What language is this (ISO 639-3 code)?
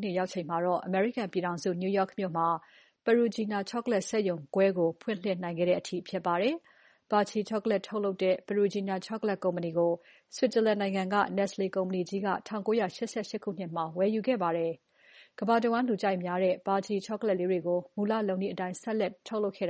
mya